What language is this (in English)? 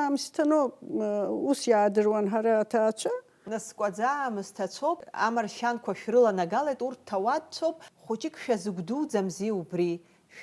Abkhazian